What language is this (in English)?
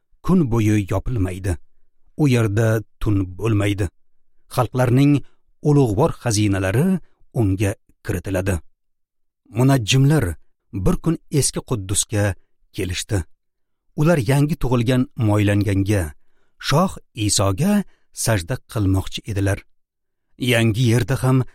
Uzbek